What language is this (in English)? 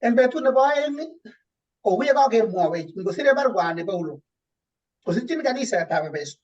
Kalenjin